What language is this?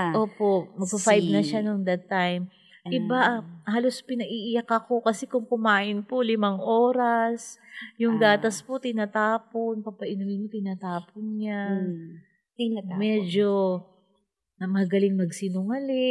Filipino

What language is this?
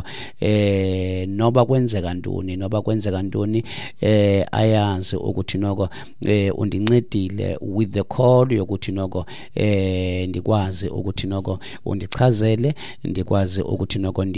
Xhosa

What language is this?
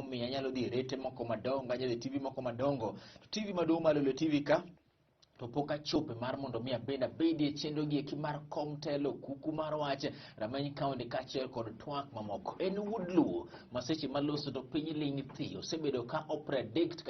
Luo (Kenya and Tanzania)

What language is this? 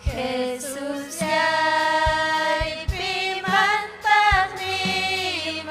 Ayacucho Quechua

